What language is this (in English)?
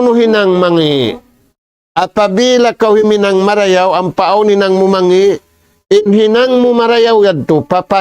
Tausug